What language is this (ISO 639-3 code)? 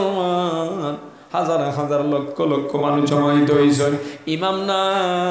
syl